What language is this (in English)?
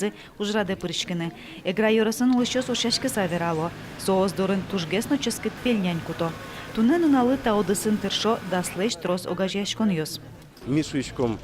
Udmurt